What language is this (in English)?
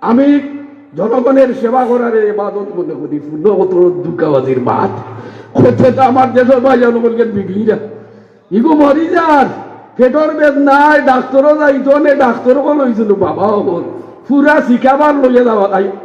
Sylheti